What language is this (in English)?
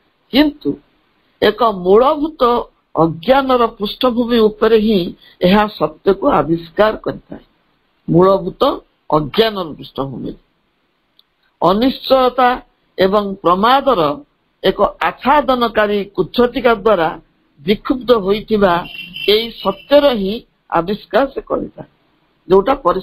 Odia